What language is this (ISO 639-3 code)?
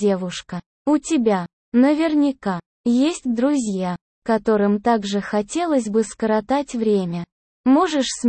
rus